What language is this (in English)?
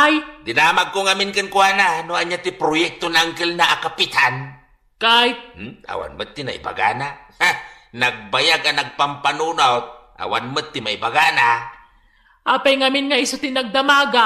Iloko